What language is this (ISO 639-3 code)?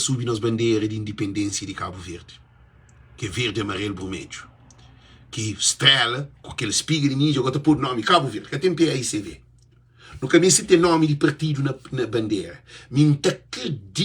kea